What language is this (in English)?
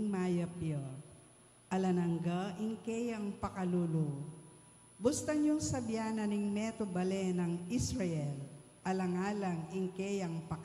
Pampanga